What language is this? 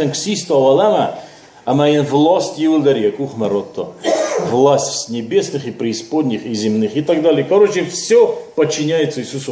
Ossetic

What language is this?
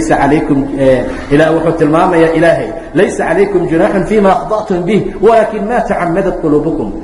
Somali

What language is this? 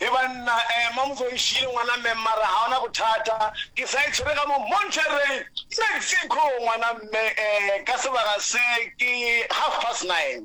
Northern Sotho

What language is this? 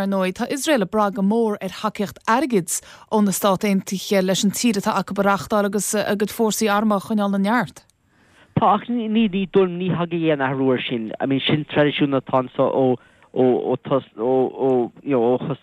Irish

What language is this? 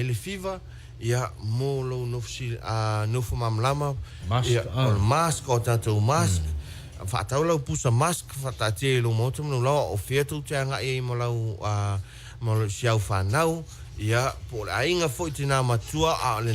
Samoan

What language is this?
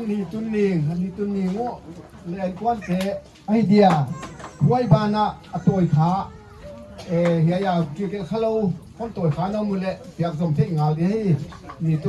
Paite Chin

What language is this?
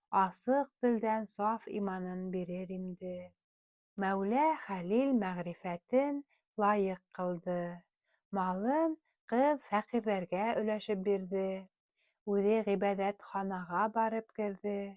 Bashkir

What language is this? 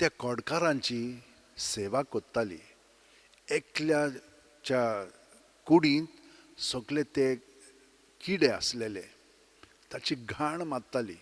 Konkani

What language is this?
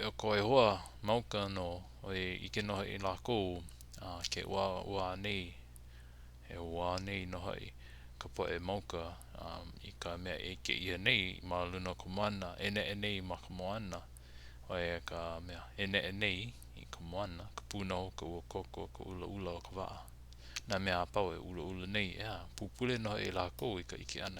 Hawaiian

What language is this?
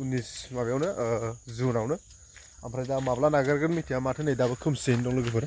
Bodo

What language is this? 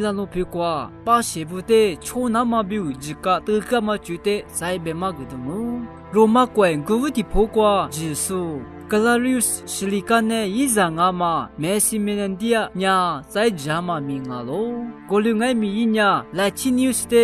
Lisu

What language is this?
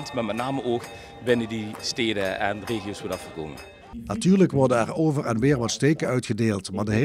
Limburgish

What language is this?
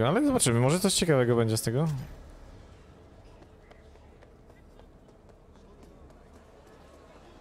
Polish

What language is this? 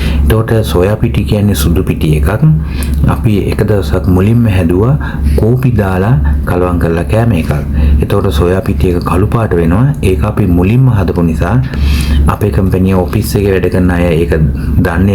Sinhala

